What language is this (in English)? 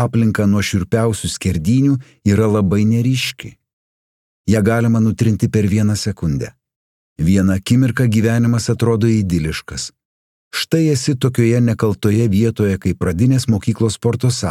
Lithuanian